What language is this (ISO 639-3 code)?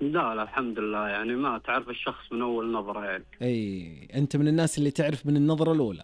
ars